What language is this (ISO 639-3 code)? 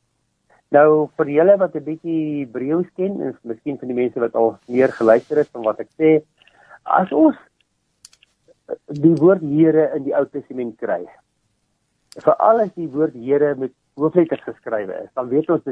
afr